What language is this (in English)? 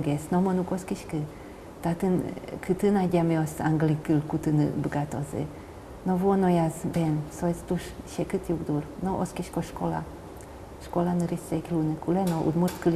Udmurt